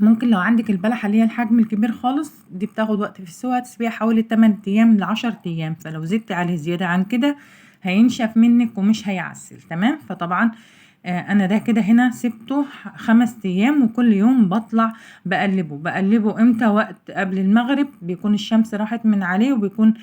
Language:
Egyptian Arabic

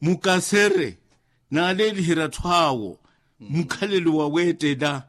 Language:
Makhuwa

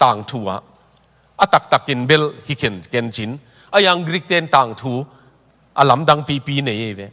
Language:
Tedim Chin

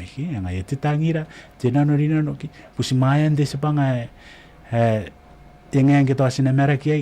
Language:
Gilbertese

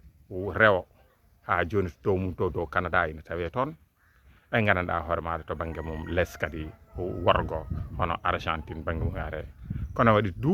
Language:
Fula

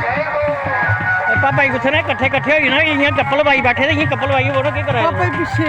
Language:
Dogri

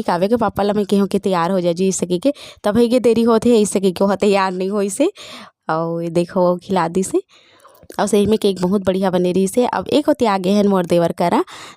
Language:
Chhattisgarhi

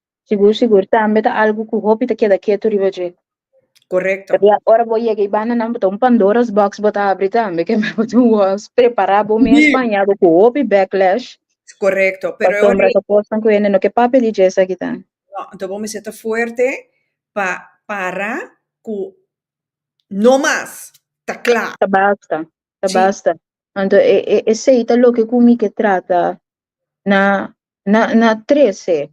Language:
Papiamento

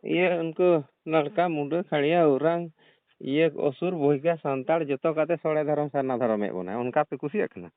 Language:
Santali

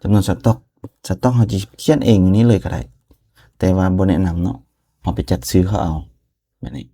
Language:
Lao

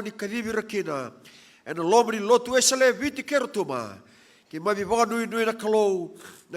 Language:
Fijian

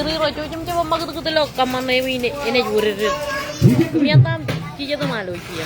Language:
Marshallese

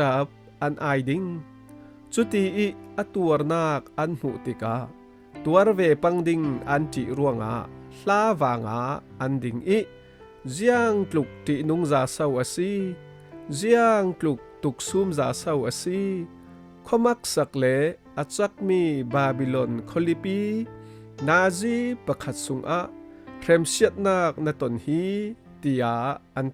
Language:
Falam Chin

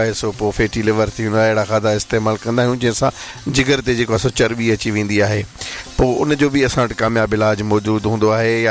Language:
Sindhi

